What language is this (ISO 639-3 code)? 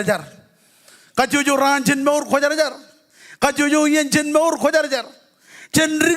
mah